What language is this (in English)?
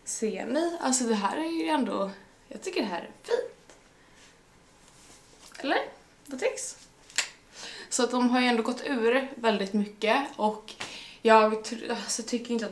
Swedish